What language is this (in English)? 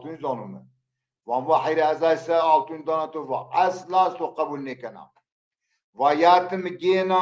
Zaza